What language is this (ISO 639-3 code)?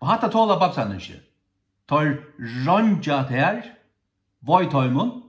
fao